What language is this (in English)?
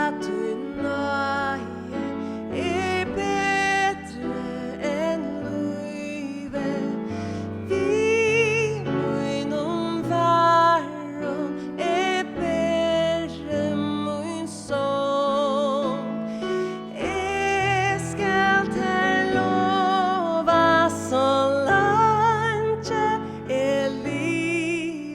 Faroese